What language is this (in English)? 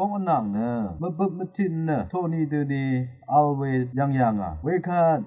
Rawang